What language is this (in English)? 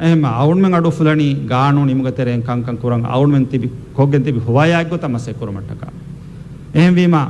Divehi